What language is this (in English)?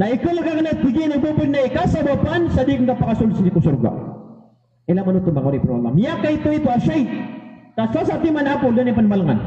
Maranao